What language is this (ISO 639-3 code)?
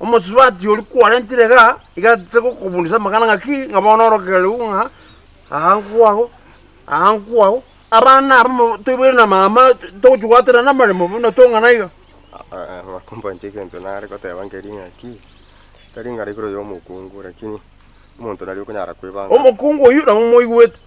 guz